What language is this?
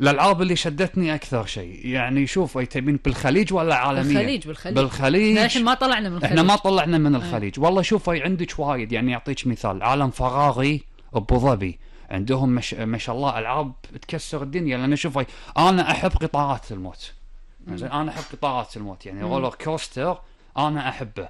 Gulf Arabic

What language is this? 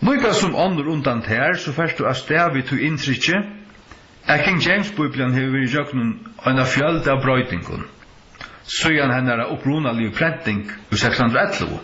Faroese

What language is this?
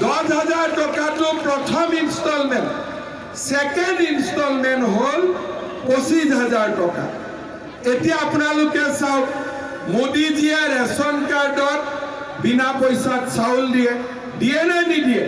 Assamese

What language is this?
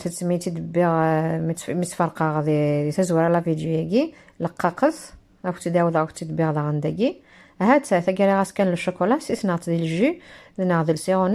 Kabyle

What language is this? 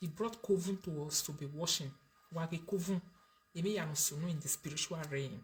Nigerian Pidgin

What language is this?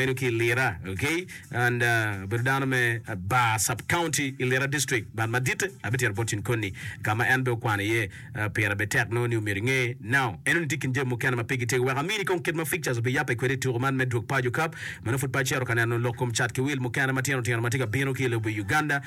Acoli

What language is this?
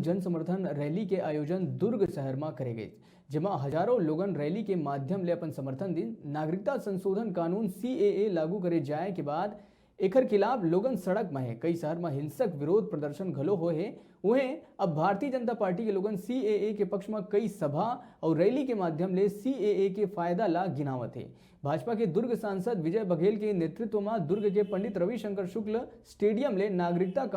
Chhattisgarhi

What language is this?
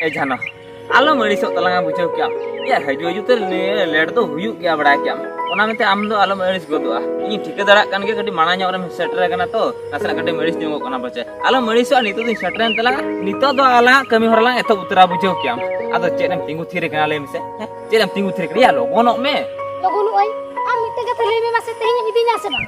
Santali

